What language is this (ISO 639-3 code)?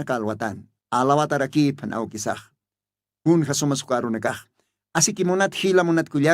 aym